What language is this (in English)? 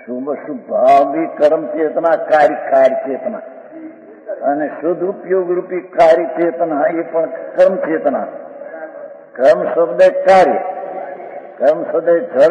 Hindi